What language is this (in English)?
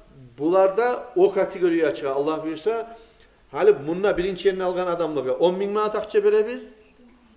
Kumyk